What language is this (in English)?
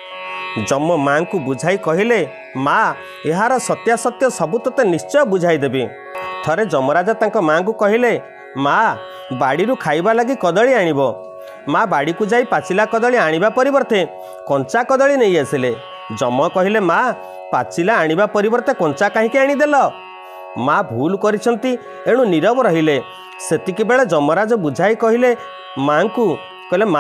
Odia